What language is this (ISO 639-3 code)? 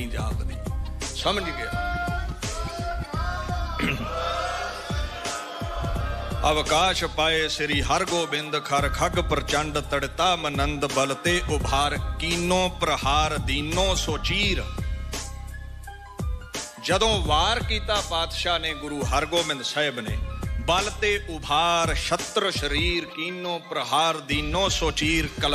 pan